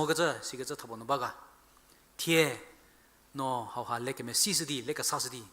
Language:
Angami Naga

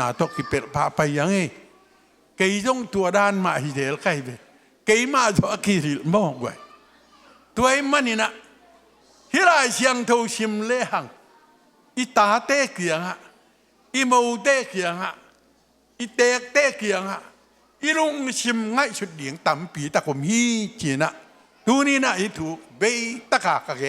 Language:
Tedim Chin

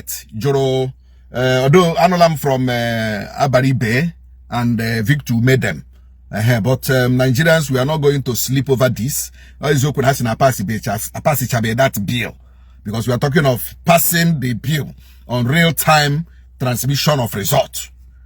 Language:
Igbo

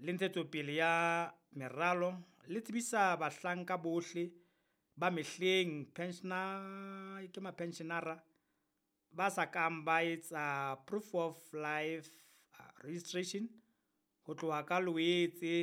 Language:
Southern Sotho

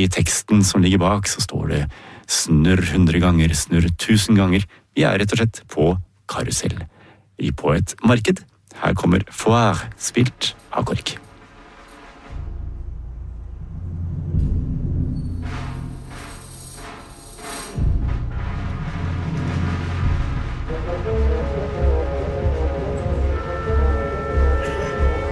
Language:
Norwegian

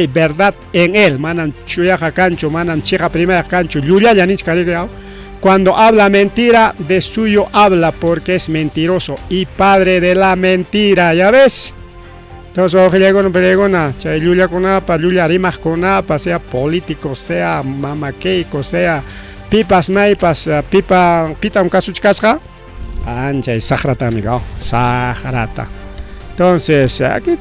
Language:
Ayacucho Quechua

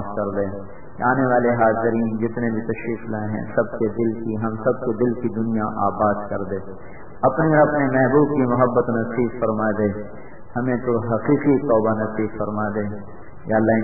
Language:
Urdu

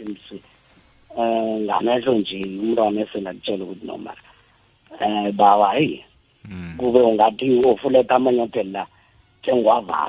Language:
South Ndebele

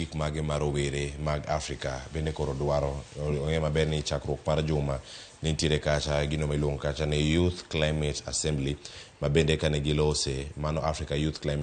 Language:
Luo (Kenya and Tanzania)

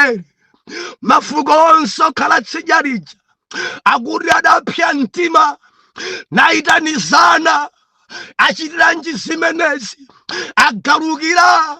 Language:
Nyanja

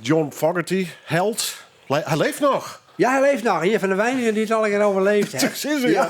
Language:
Western Frisian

